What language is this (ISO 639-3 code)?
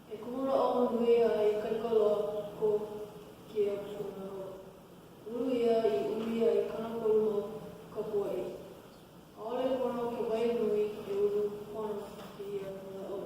haw